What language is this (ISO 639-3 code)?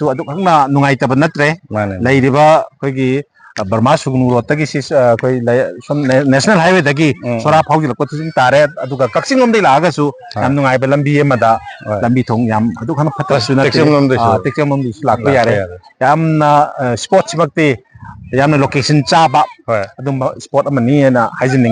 mni